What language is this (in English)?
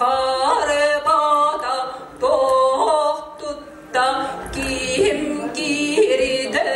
Yakut